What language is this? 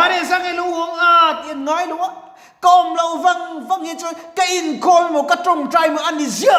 Mizo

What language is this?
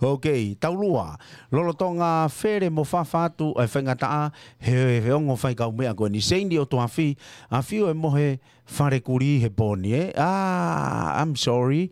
Tongan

